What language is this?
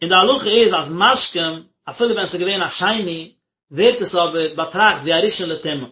Yiddish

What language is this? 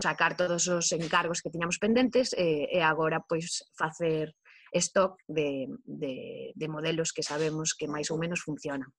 Galician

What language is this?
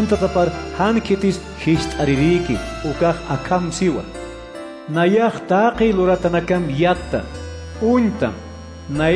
Aymara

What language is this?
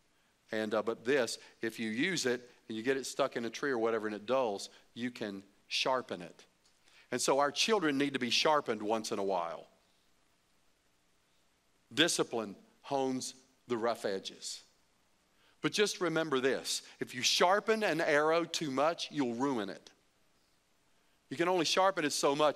English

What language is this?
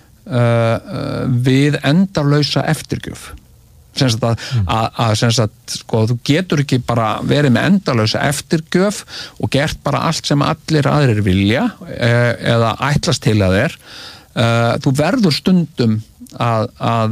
Icelandic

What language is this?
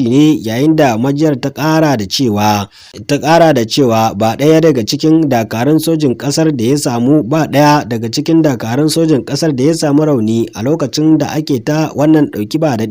Hausa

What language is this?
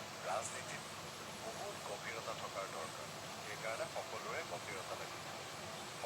Assamese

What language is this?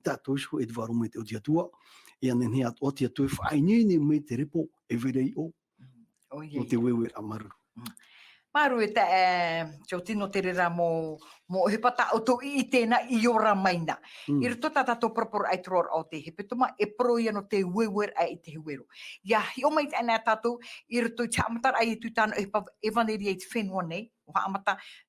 Tahitian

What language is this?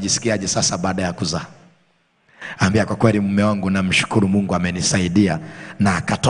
Swahili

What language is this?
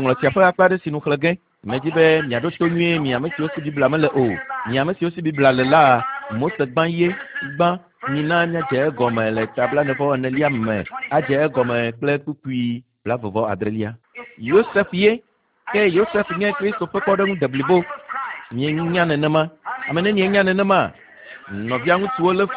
Ewe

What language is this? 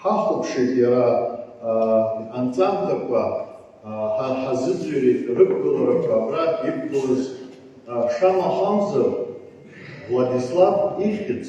Abkhazian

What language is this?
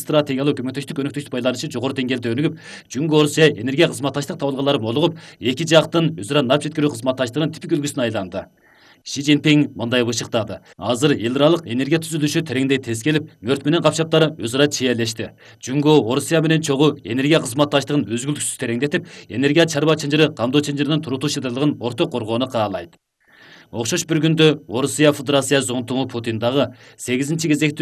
Kyrgyz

